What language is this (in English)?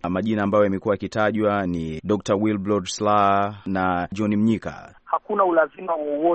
Swahili